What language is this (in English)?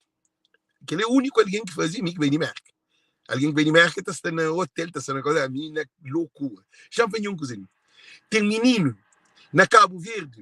Kabuverdianu